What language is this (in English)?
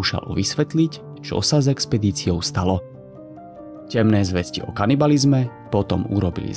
Slovak